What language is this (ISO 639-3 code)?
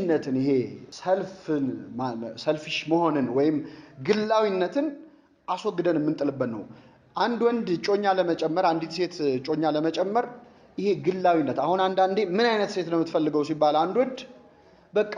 amh